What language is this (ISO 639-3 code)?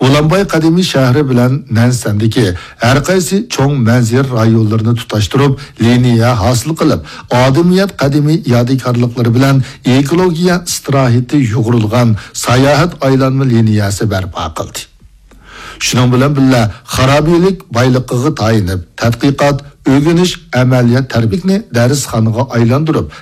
uig